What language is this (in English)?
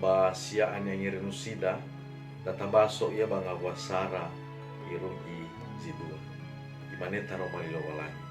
Nias